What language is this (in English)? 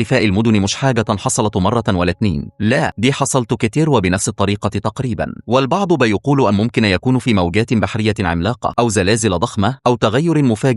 Egyptian Arabic